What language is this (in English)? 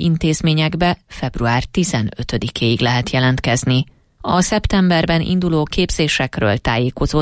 Hungarian